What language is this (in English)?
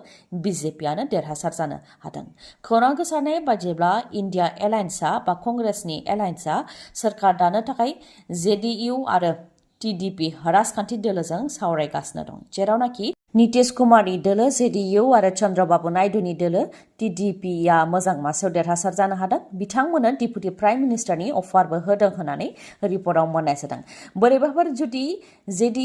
Bodo